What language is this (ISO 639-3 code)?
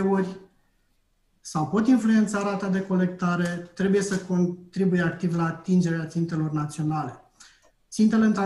ron